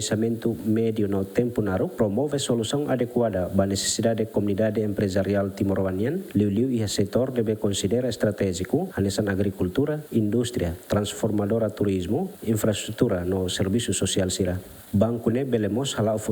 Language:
Tetum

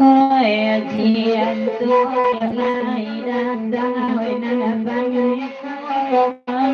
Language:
Minangkabau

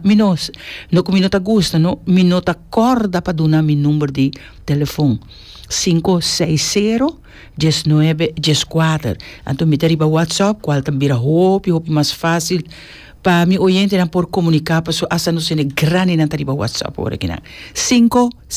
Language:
Papiamento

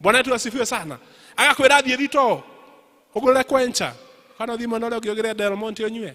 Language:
Kikuyu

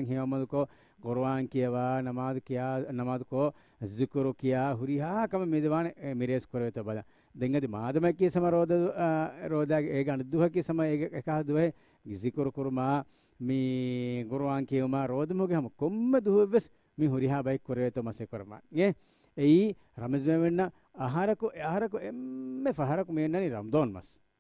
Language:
Divehi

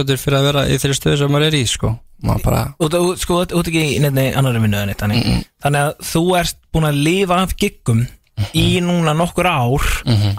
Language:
Icelandic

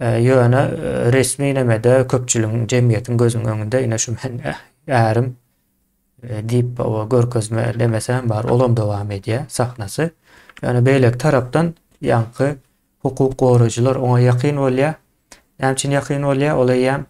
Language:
Turkmen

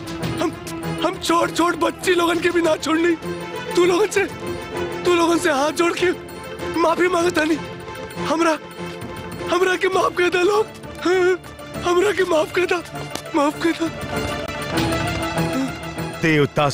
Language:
Bhojpuri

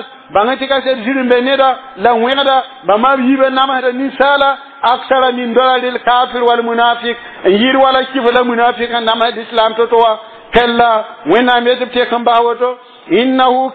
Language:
Mossi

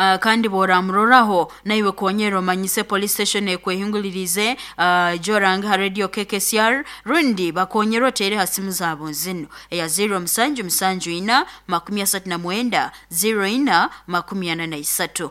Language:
Nyoro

